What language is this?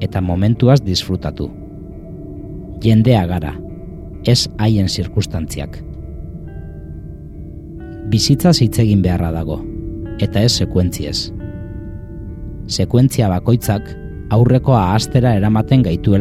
Basque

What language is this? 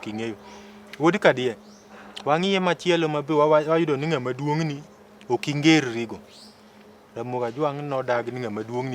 Luo (Kenya and Tanzania)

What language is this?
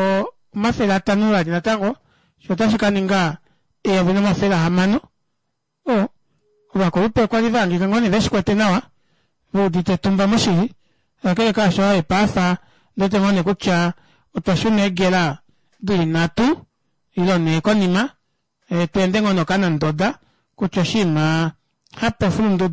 Kuanyama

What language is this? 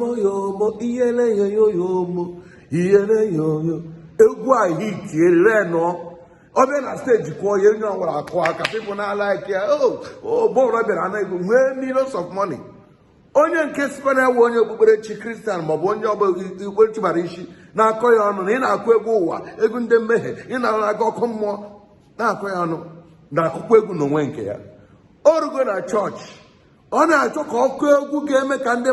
Igbo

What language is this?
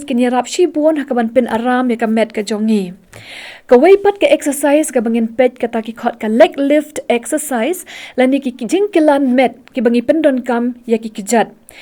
Khasi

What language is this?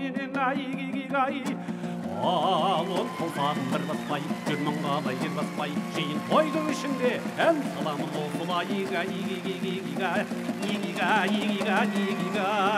Kazakh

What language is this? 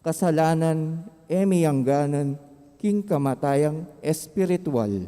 Pampanga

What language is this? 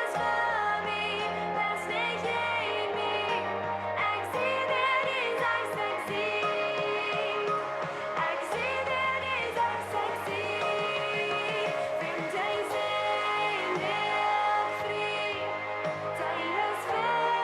Plautdietsch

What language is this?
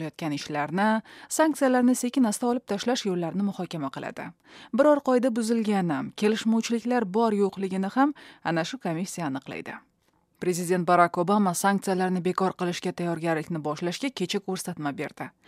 Uzbek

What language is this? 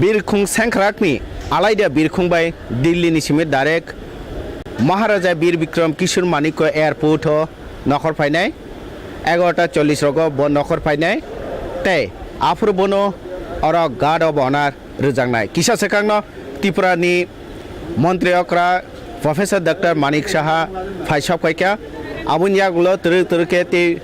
Kok Borok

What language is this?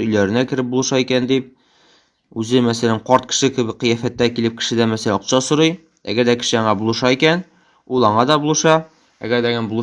Tatar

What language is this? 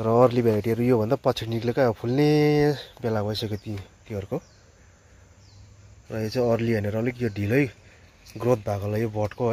Nepali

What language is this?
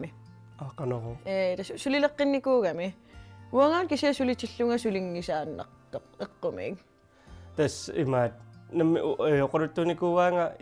Kalaallisut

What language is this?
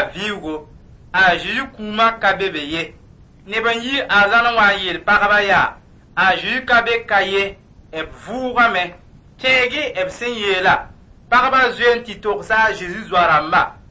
Mossi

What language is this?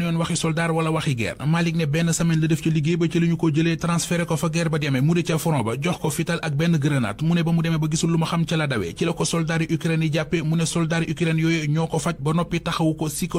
Wolof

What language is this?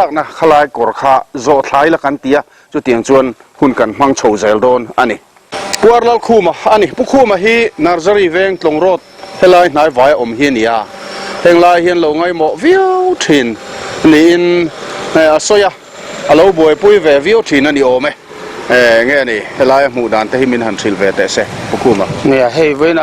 Mizo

